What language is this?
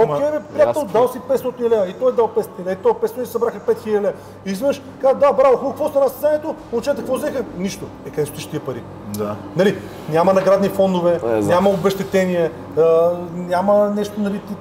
Bulgarian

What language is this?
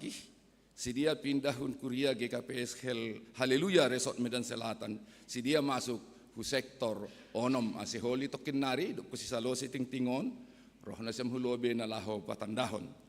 Batak Simalungun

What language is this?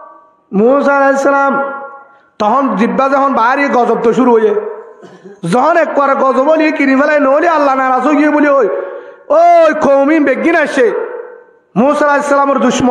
Rohingya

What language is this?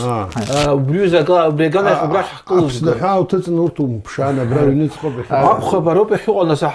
Abkhazian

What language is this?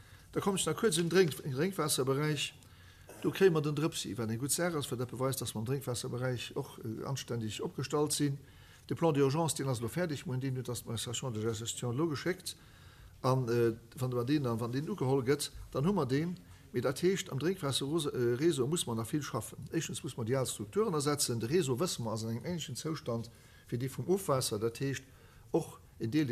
Luxembourgish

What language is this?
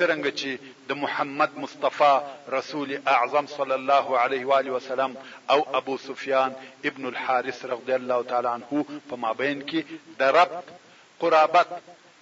Pashto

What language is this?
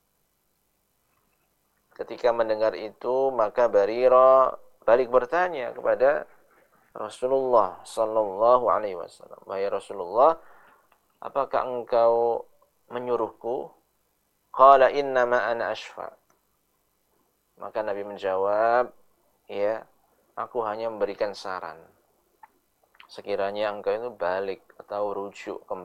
Indonesian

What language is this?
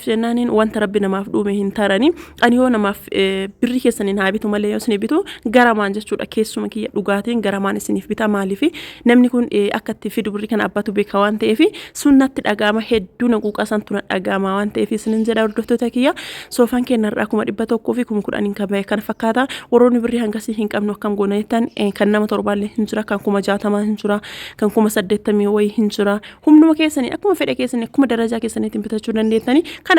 Oromo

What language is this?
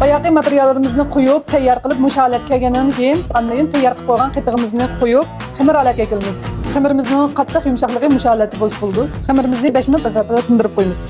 Uyghur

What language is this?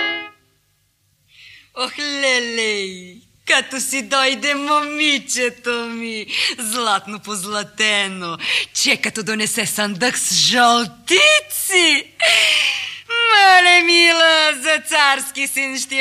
Bulgarian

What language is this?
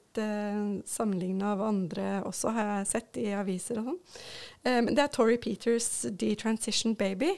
Norwegian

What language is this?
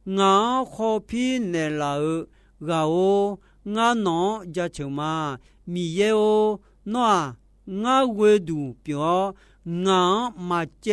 Akha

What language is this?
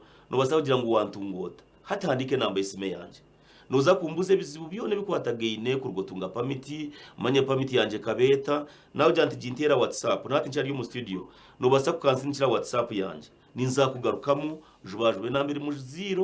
Nyankole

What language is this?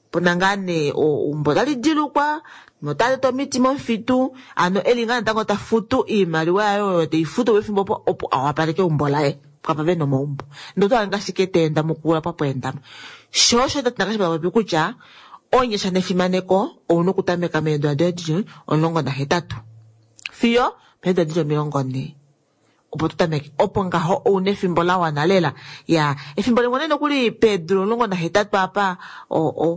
Kuanyama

